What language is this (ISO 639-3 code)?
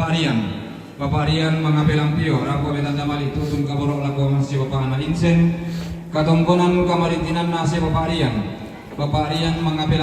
sda